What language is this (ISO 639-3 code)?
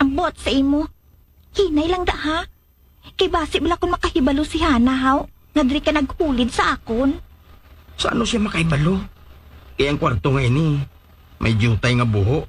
hil